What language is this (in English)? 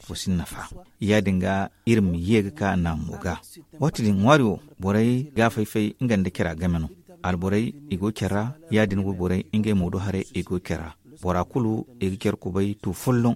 Zarma